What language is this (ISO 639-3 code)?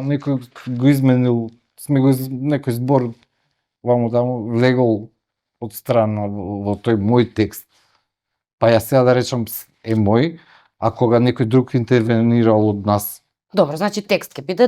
mkd